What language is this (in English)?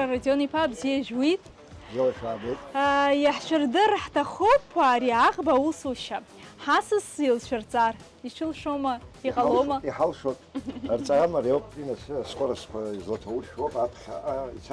Abkhazian